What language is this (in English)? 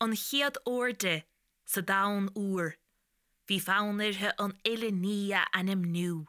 Irish